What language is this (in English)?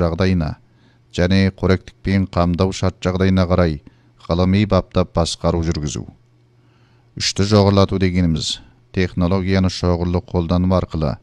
Kazakh